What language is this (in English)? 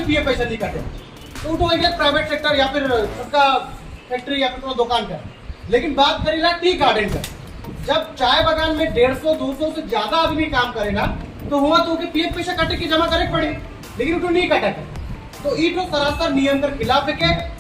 Sadri